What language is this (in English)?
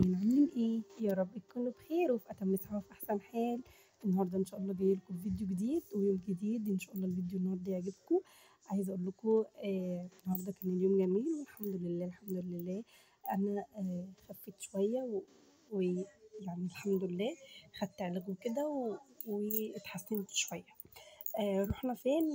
Egyptian Arabic